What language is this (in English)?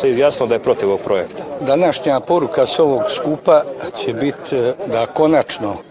Bosnian